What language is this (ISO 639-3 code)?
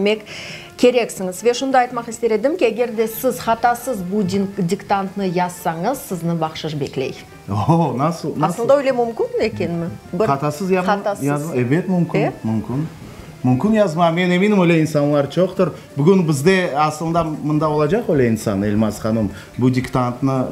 crh